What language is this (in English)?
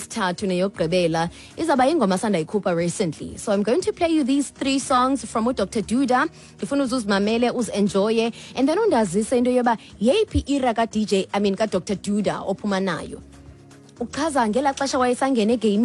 Xhosa